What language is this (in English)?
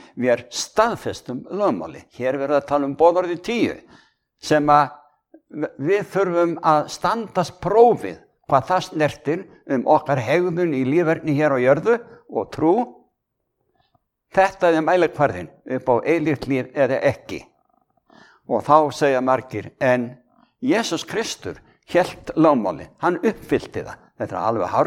Icelandic